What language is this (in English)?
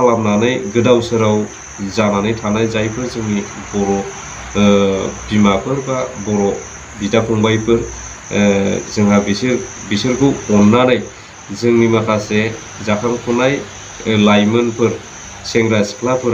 Bodo